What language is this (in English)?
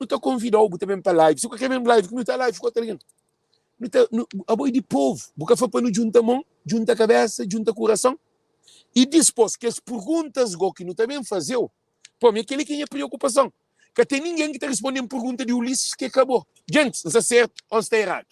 Kabuverdianu